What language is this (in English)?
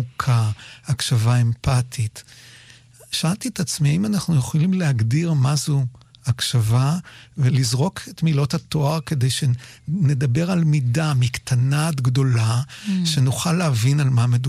Hebrew